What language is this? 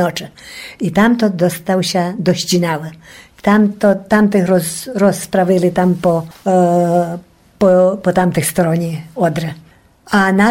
Rusyn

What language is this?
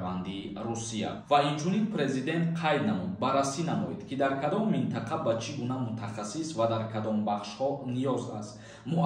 Tajik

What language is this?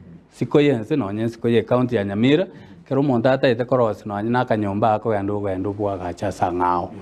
Gusii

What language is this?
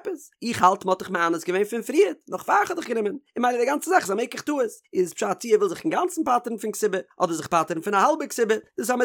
Yiddish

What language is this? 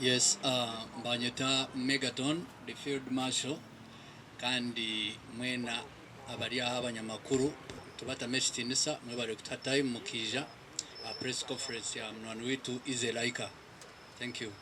Nyankole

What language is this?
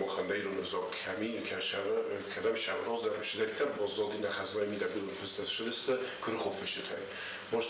Ossetic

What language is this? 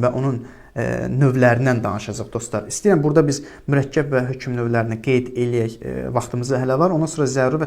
Azerbaijani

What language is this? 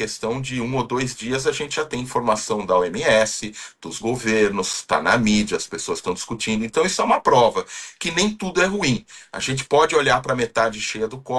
Portuguese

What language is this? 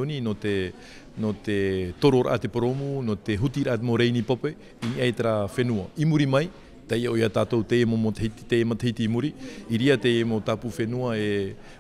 Tahitian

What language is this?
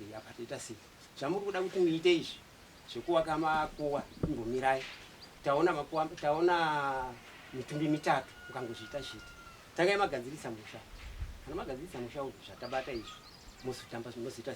Shona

